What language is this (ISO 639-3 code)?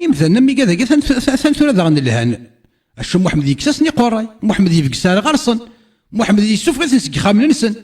kab